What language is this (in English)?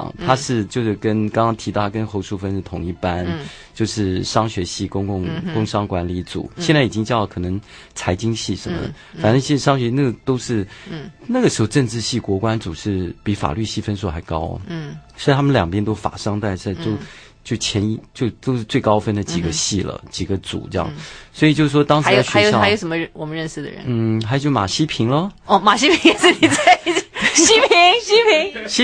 Chinese